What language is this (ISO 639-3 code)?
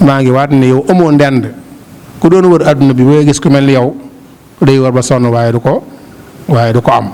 wol